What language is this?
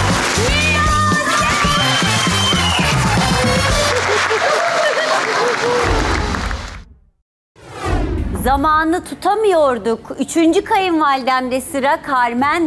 Turkish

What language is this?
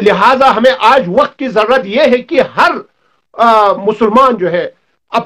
Urdu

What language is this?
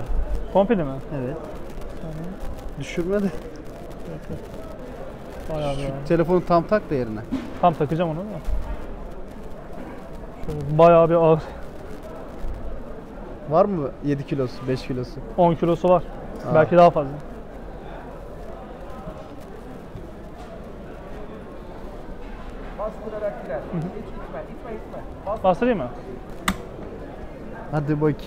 Turkish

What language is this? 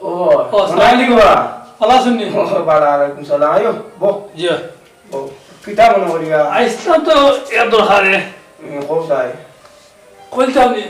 Sylheti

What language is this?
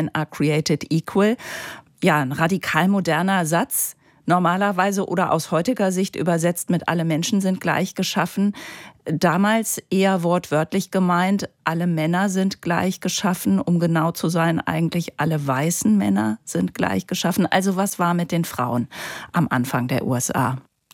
German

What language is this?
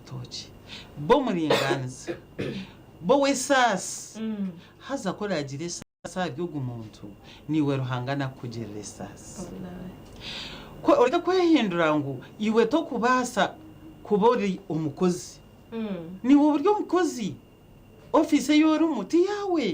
Nyankole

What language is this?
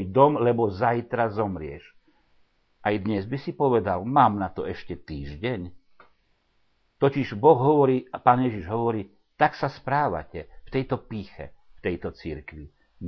Slovak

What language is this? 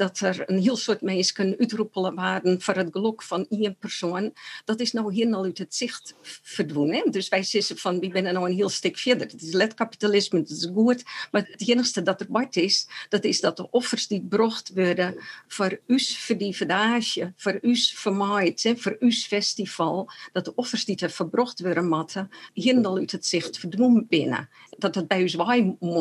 Western Frisian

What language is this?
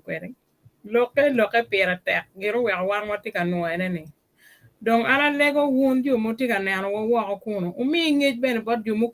Acoli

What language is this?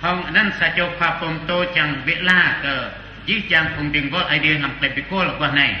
Central Mnong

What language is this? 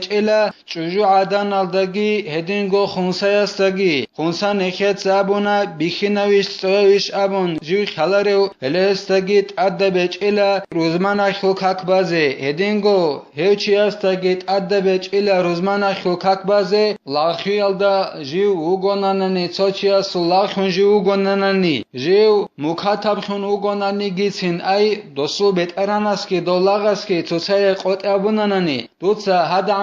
Avaric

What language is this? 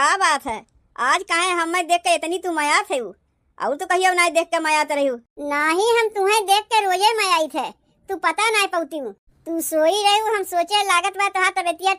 Awadhi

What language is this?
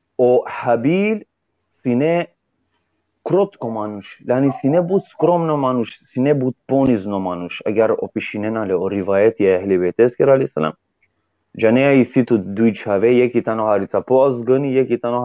Balkan Romani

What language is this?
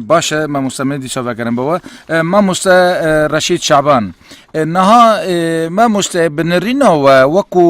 Kurdish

